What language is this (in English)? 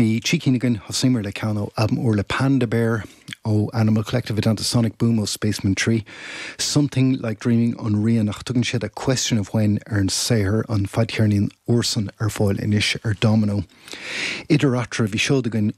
Irish